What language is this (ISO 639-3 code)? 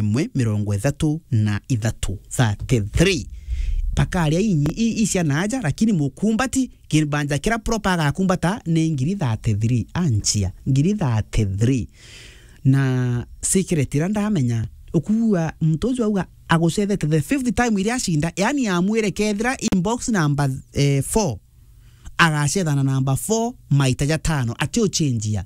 mer